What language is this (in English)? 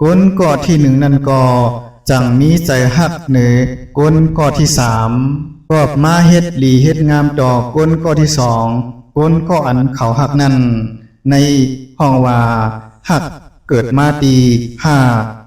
Shan